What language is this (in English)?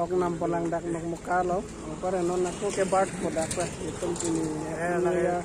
Karbi